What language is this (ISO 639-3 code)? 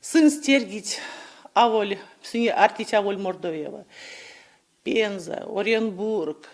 myv